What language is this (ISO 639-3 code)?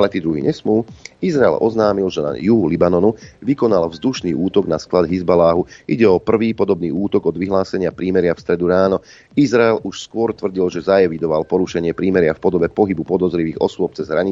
slk